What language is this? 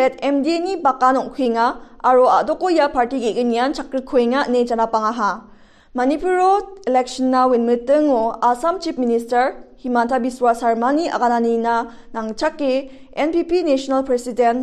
Garo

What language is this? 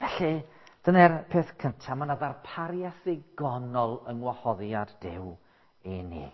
Welsh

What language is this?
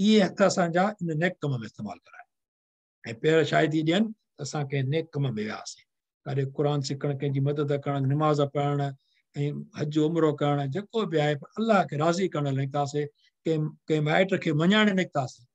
Sindhi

